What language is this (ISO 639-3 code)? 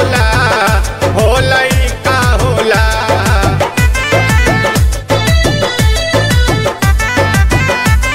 bho